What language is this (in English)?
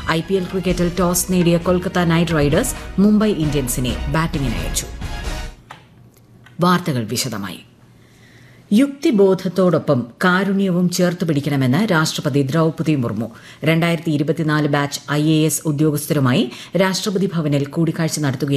Malayalam